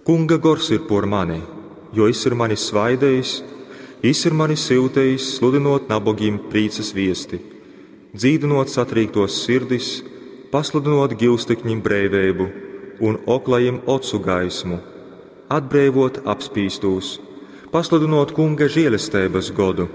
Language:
Latgalian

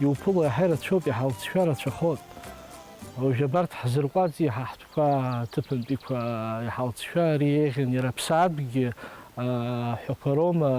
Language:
Abkhazian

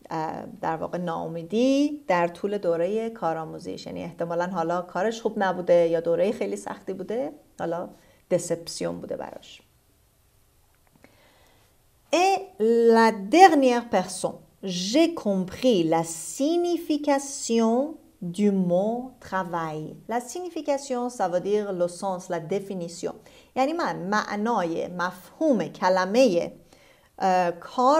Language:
Persian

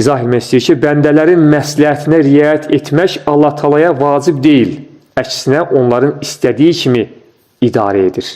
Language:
Azerbaijani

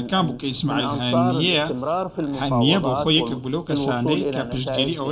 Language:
Central Kurdish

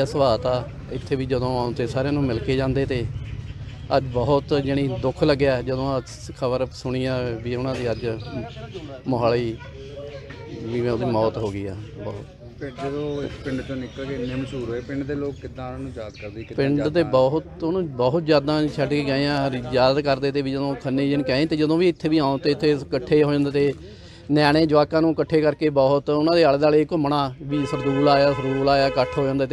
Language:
Punjabi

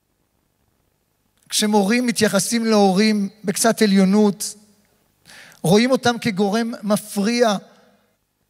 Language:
Hebrew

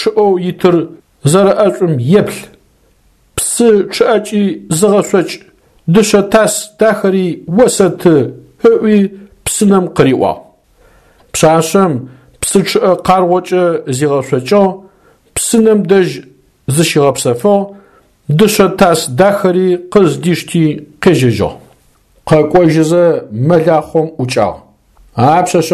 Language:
Adyghe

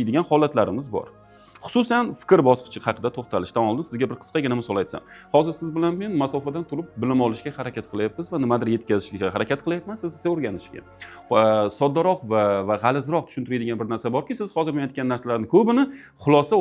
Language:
Uzbek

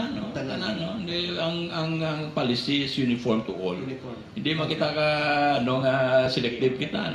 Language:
Hiligaynon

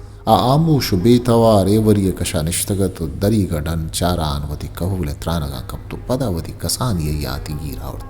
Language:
Eastern Balochi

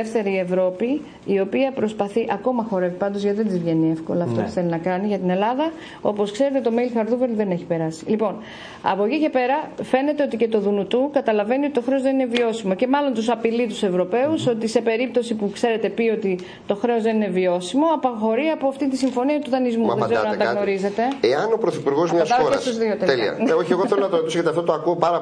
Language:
Greek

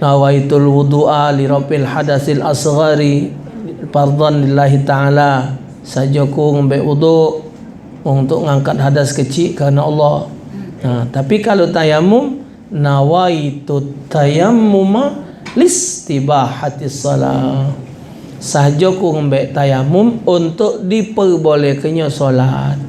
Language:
Musi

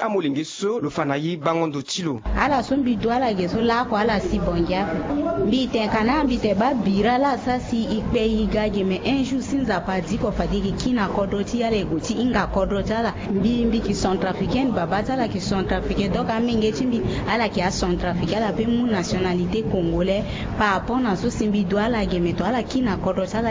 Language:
Sango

